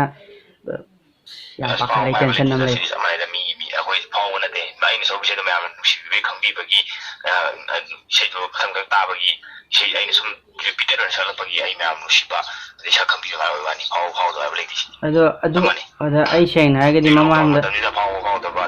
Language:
Manipuri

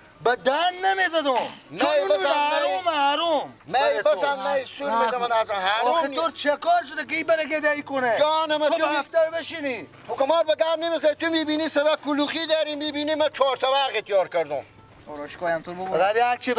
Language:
Persian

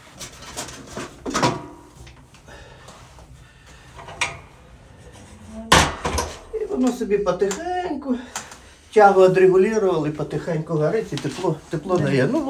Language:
Ukrainian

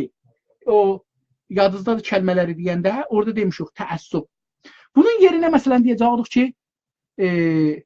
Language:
South Azerbaijani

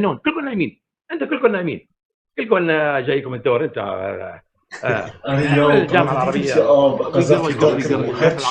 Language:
North Levantine Arabic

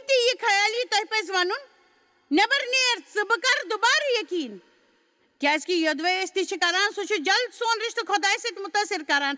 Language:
Kashmiri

